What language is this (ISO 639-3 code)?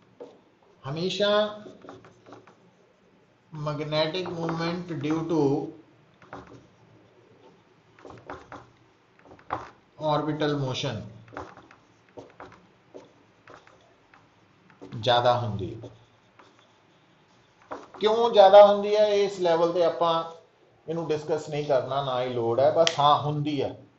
pan